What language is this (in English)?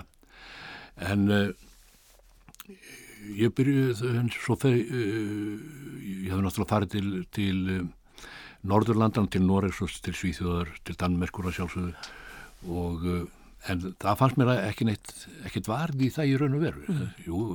Icelandic